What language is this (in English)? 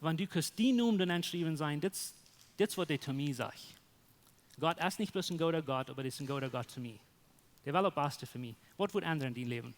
Plautdietsch